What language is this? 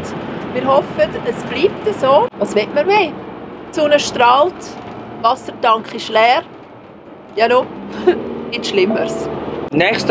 Swiss German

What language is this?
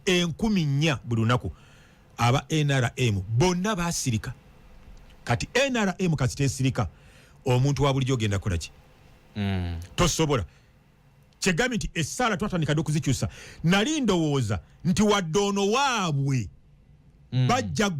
Ganda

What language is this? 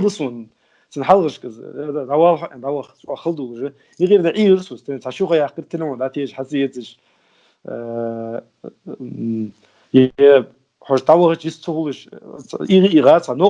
Ingush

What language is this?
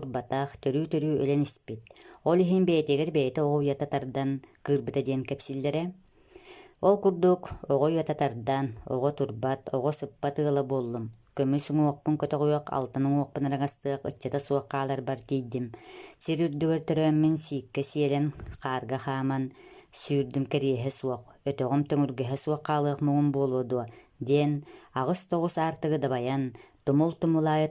Yakut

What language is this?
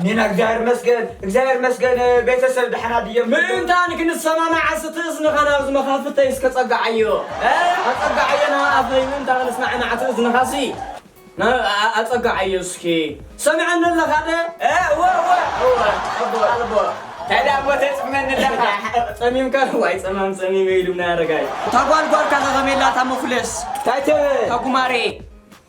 Tigrinya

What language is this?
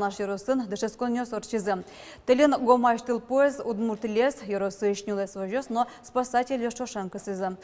Udmurt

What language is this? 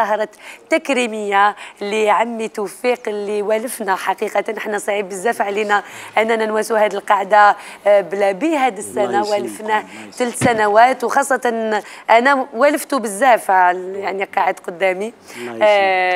Algerian Arabic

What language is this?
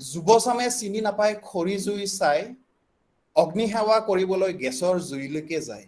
Assamese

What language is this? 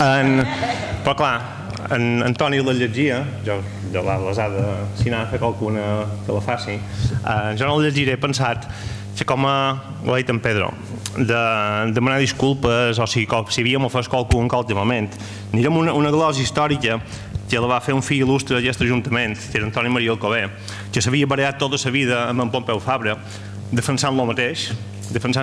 Catalan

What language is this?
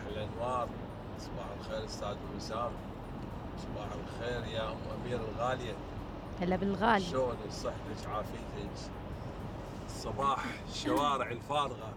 Mesopotamian Arabic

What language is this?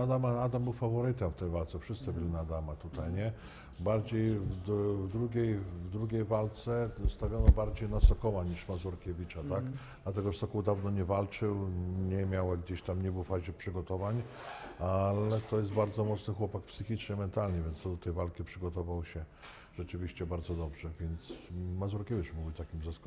Polish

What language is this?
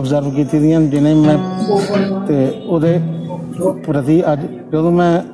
Dogri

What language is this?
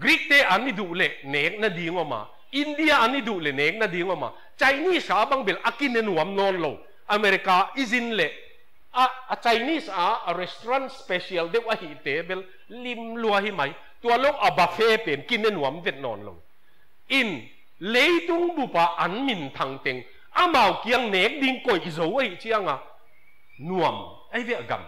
Tedim Chin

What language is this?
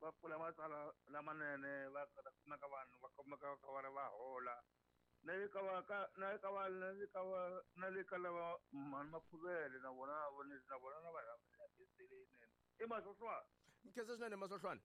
Tsonga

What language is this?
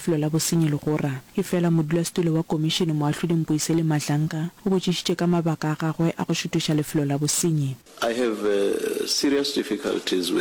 Northern Sotho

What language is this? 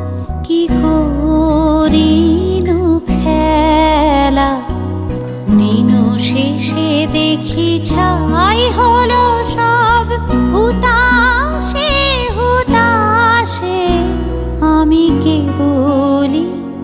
Bangla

